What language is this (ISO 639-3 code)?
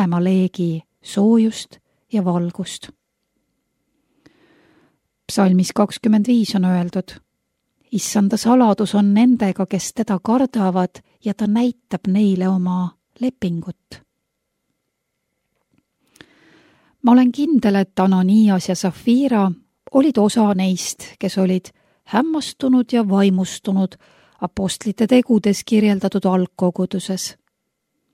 est